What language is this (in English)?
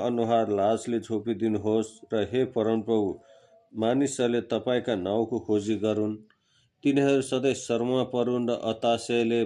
Nepali